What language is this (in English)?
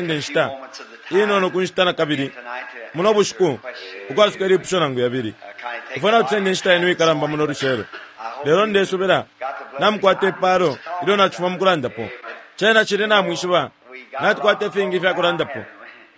Bemba